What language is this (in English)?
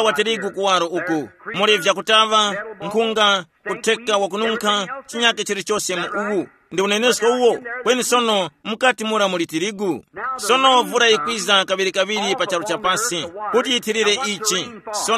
Tumbuka